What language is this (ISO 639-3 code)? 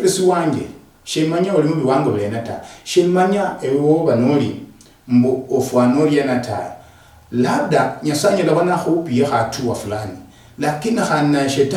luy